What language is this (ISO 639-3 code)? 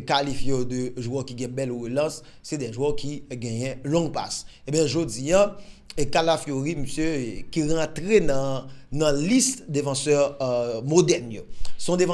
hat